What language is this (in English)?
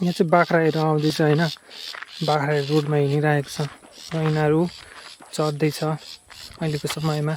Nepali